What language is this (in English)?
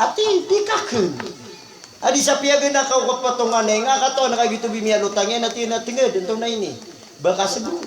Maranao